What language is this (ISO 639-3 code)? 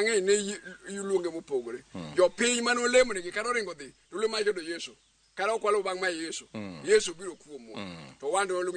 luo